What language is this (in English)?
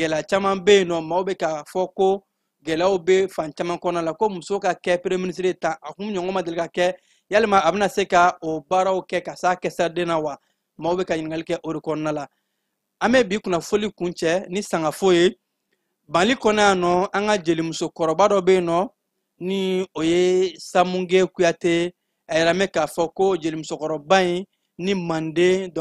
Bambara